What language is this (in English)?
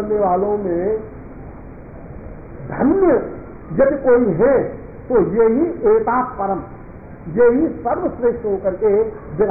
Hindi